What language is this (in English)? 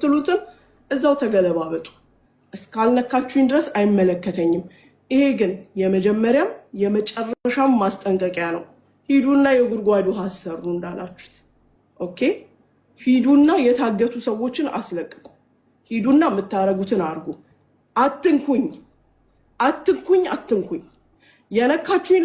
Amharic